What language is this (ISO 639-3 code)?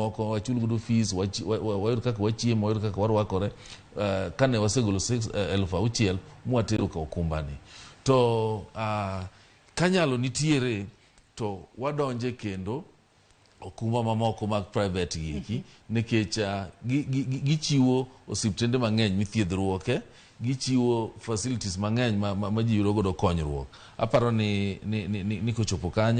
luo